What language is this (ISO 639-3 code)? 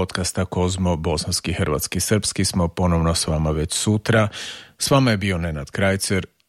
hrv